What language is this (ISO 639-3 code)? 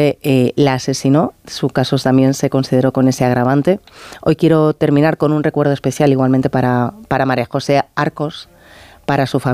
spa